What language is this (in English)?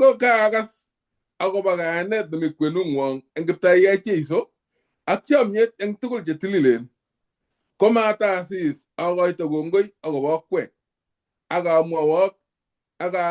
Kalenjin